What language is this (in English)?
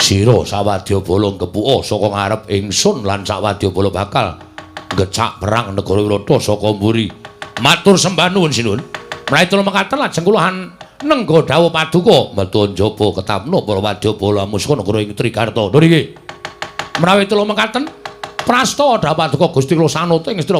Javanese